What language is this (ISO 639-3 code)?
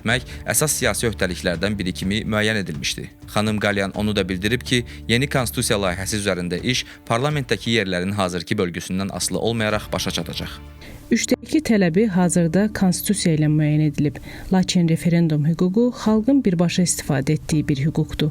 aze